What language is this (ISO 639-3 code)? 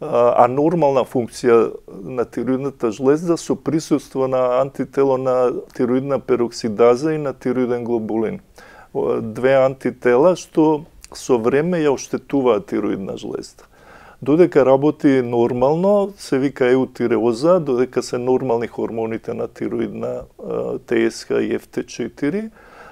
mkd